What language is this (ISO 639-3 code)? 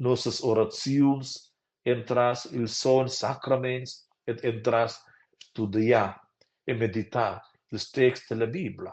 roh